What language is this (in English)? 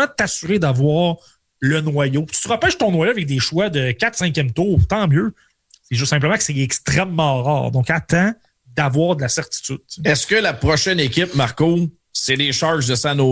French